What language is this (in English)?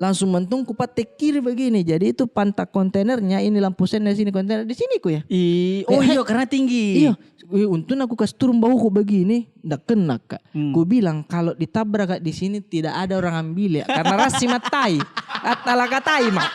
Makassar Malay